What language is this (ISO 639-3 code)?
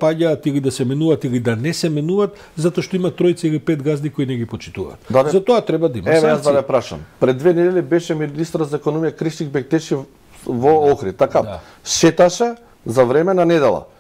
mkd